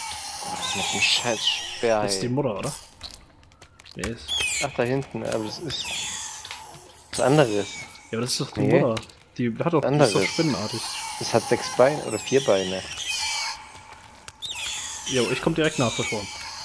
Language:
German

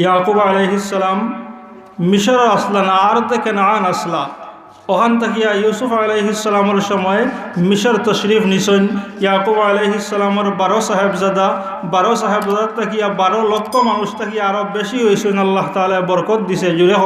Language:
Sylheti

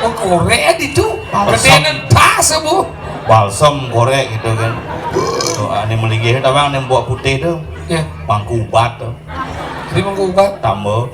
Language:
Balinese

